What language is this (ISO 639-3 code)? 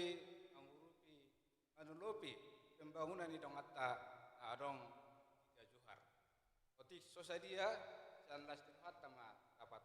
bbc